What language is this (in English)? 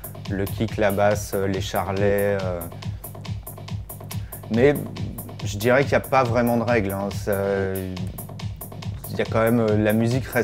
French